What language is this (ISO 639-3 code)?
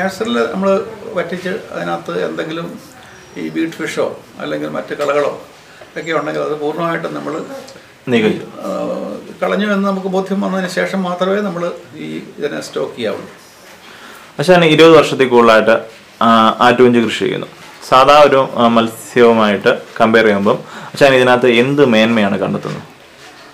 mal